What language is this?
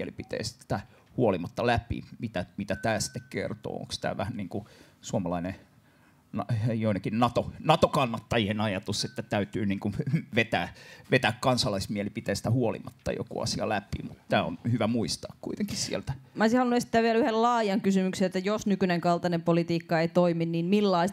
Finnish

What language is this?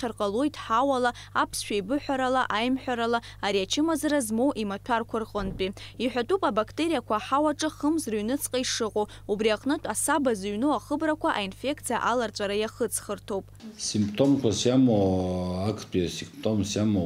Abkhazian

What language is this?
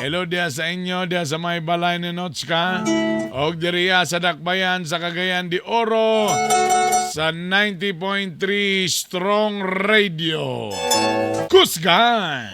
Cebuano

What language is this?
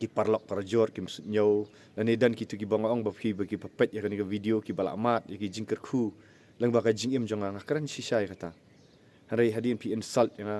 Khasi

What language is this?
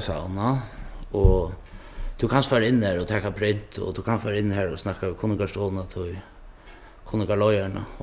Faroese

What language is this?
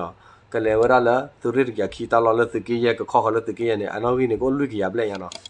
S'gaw Karen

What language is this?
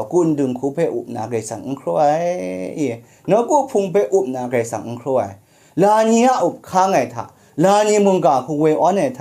Kachin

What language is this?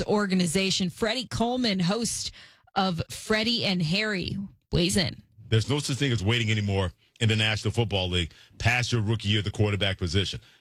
English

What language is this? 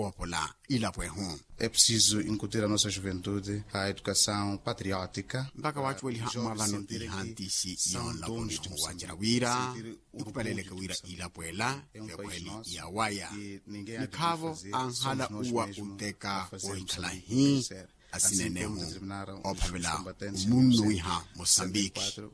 Makhuwa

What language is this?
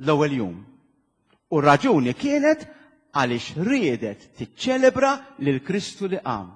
Maltese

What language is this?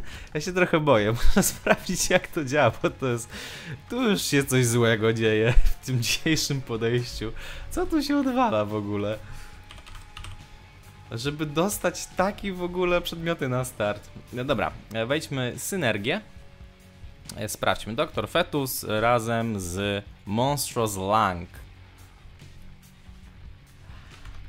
Polish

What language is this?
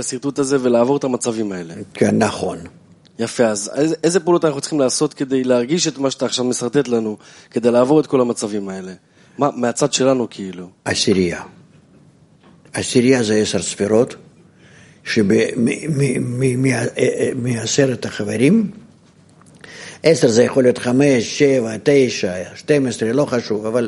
Hebrew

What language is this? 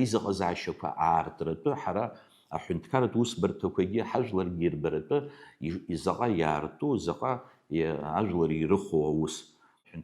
Abkhazian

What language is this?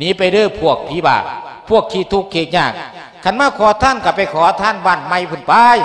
Lao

